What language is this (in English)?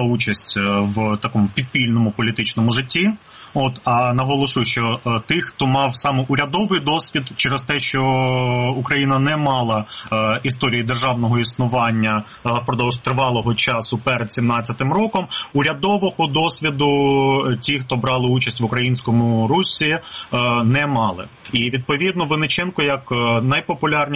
Ukrainian